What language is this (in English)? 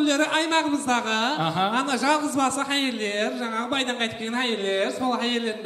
Kara-Kalpak